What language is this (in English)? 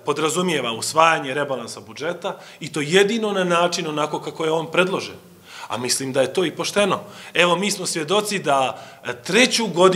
Bosnian